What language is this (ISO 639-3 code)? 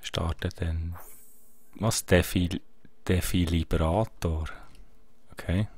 gsw